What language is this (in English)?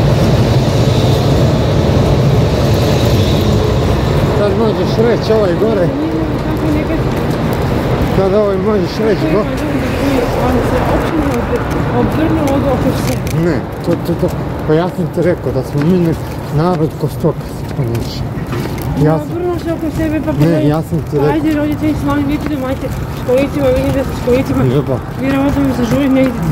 Croatian